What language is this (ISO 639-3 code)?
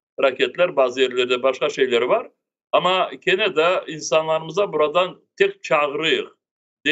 crh